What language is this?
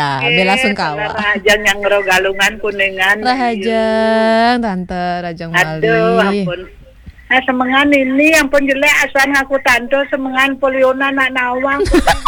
Balinese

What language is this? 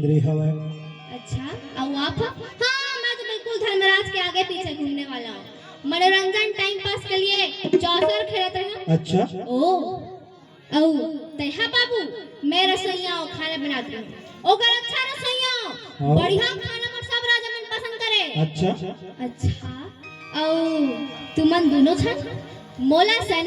Chhattisgarhi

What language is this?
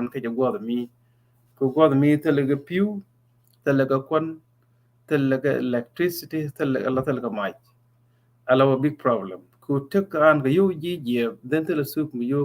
Nuer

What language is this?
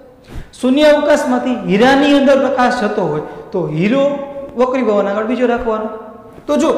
Gujarati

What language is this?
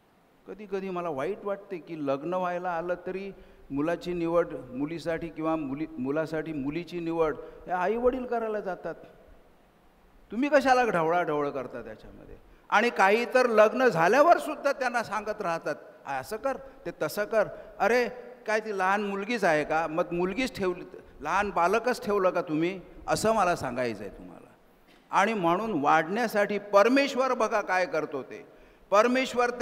Marathi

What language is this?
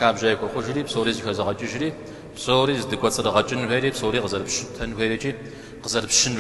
Kabardian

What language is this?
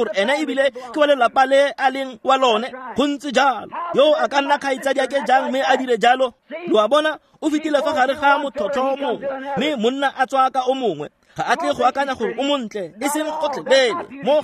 Tswana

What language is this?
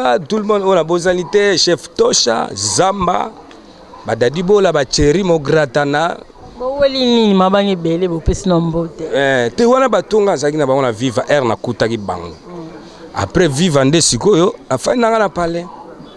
Lingala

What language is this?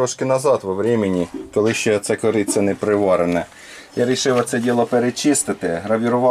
Ukrainian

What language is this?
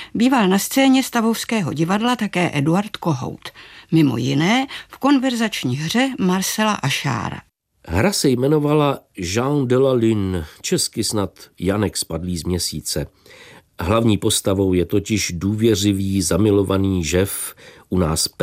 Czech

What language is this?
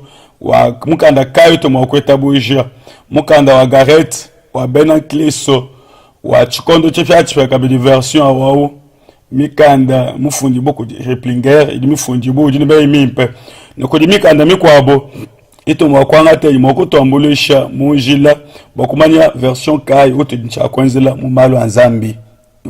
Luba-Lulua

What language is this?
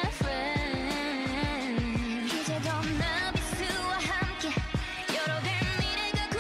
Korean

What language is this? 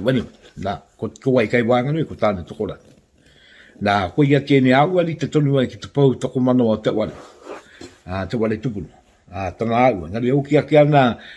Māori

